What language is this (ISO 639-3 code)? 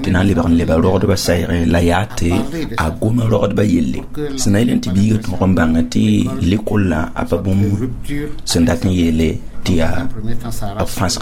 mos